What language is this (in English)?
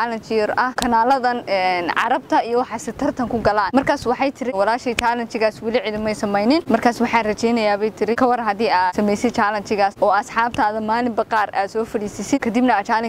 Somali